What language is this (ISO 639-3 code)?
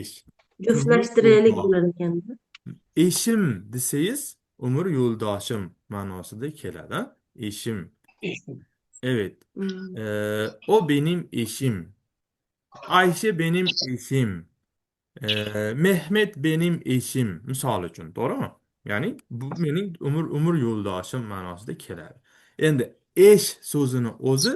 uzb